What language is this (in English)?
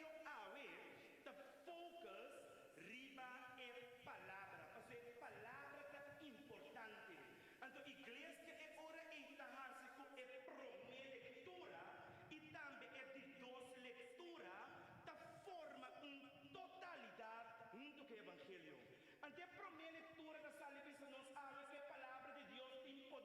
Papiamento